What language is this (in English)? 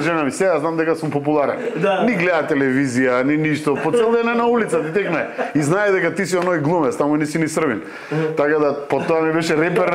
Macedonian